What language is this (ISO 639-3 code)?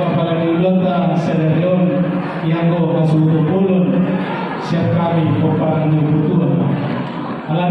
bbc